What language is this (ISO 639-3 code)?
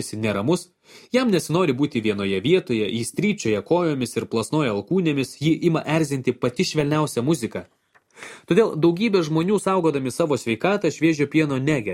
lit